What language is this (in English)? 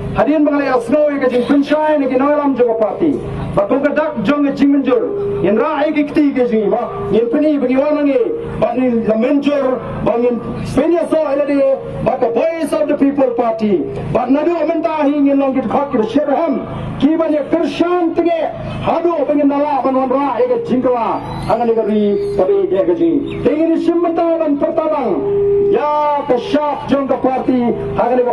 Khasi